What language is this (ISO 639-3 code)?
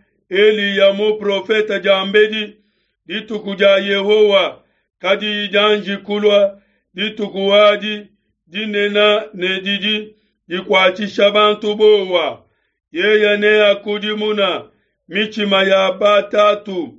lua